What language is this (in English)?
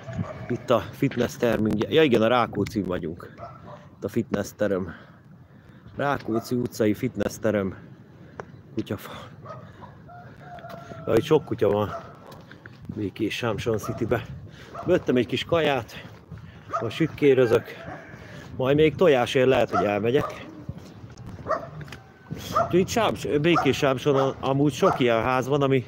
Hungarian